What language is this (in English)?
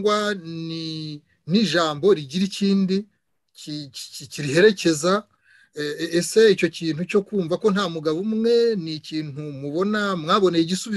Kinyarwanda